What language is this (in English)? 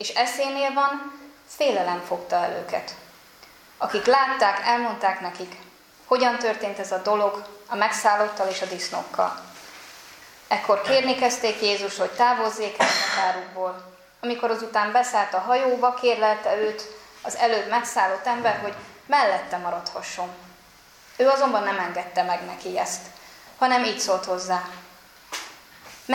Hungarian